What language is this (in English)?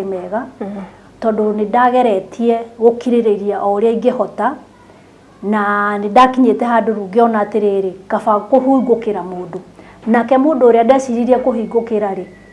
Kikuyu